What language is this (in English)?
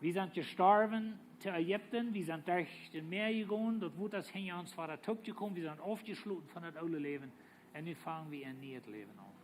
Plautdietsch